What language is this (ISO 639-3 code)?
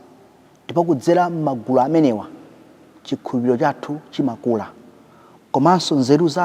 nya